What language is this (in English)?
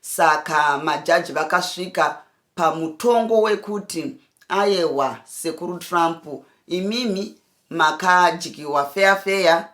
Shona